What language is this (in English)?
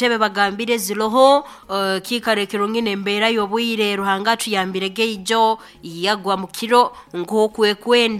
Nyoro